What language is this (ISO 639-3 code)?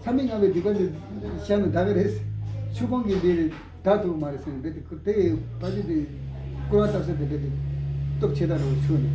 bod